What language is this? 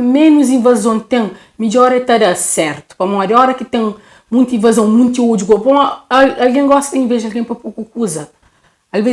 Kabuverdianu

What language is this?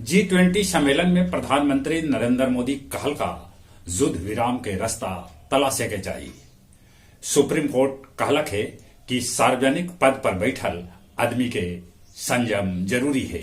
Magahi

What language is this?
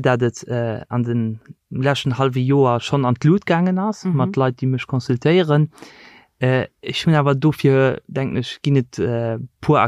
Luxembourgish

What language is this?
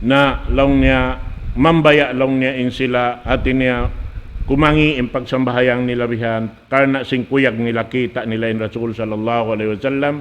Tausug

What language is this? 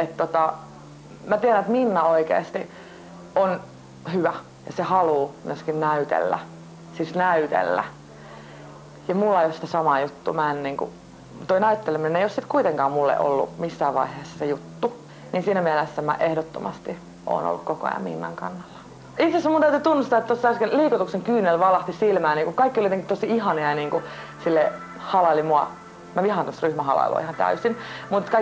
Finnish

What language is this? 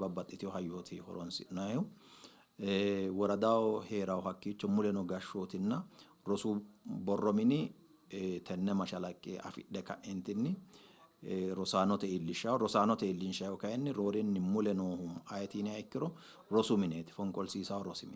Sidamo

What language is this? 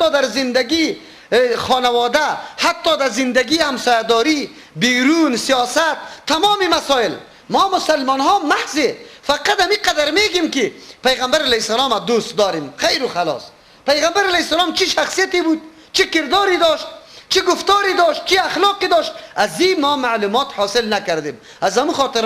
Persian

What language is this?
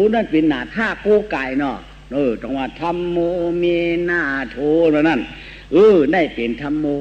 Shan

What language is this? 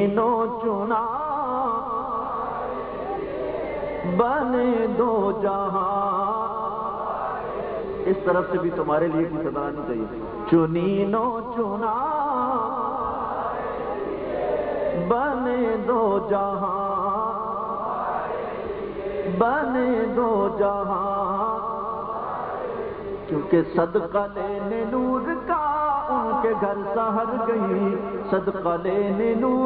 Urdu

